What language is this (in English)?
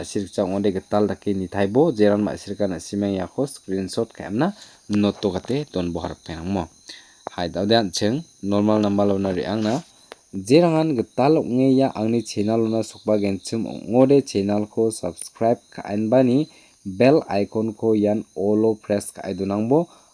Garo